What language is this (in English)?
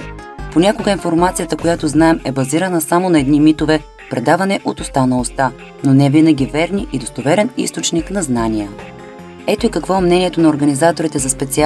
Bulgarian